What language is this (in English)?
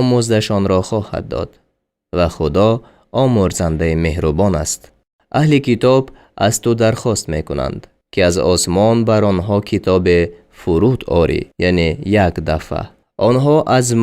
Tajik